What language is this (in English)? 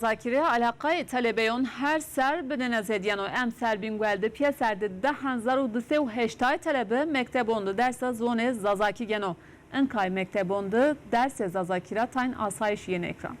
Zaza